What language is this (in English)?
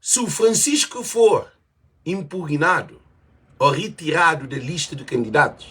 Kabuverdianu